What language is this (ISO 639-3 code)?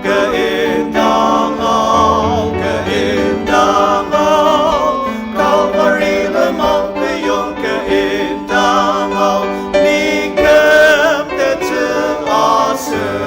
njo